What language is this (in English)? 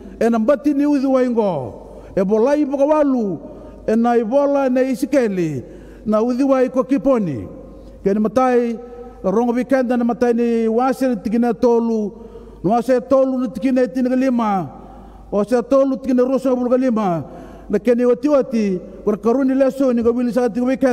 Fijian